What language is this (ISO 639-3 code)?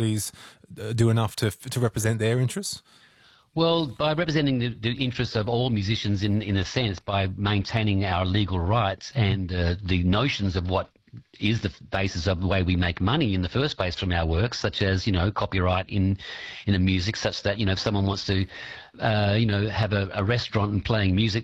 eng